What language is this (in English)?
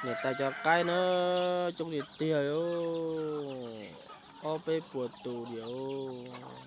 Hmong